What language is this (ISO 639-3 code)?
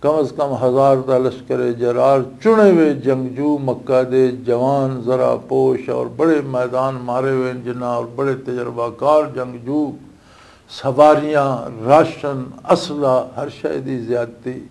lah